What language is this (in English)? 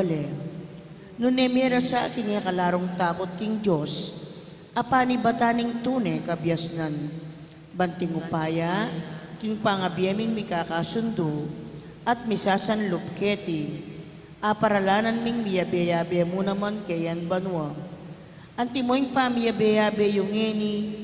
Pampanga